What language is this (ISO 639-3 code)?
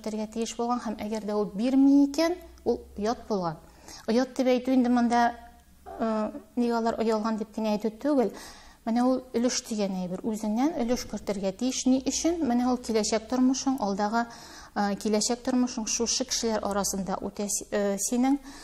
tat